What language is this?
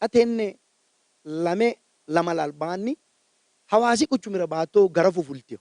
Sidamo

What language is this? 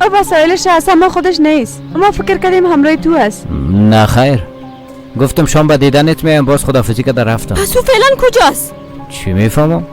Persian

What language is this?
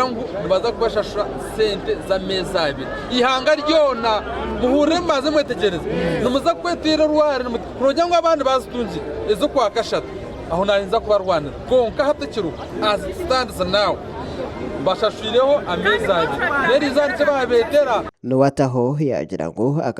Nyankole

